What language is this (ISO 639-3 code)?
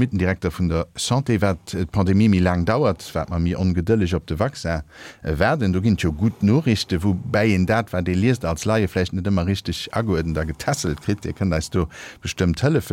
ltz